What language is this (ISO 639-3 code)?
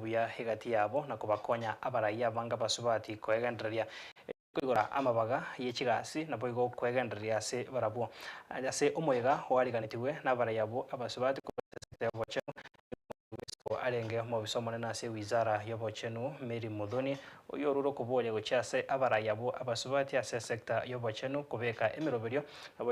guz